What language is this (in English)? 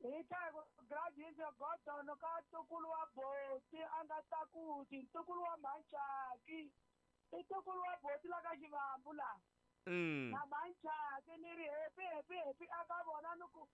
Tsonga